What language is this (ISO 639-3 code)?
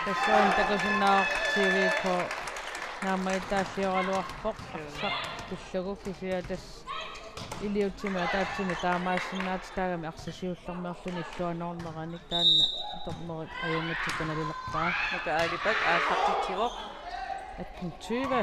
kal